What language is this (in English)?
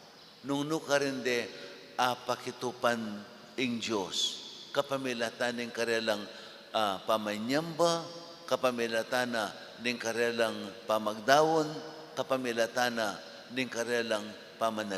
Pampanga